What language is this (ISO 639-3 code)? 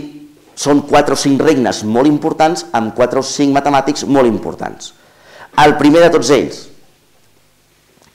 cat